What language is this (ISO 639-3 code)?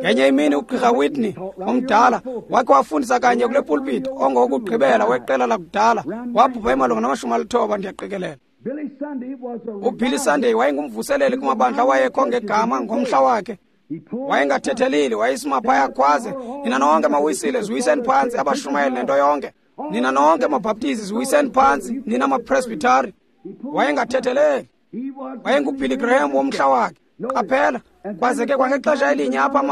xho